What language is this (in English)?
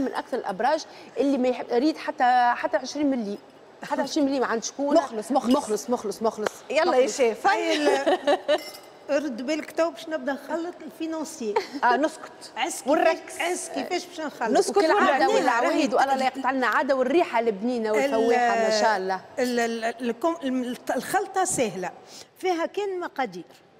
Tunisian Arabic